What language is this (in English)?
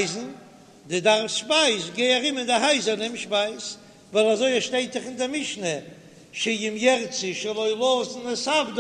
Yiddish